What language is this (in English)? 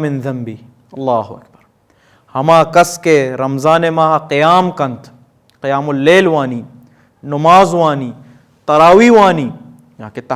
Baluchi